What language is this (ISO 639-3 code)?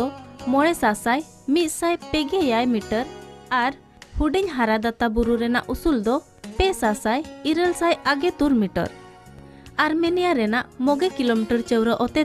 sat